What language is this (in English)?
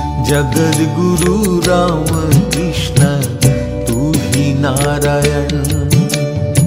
Hindi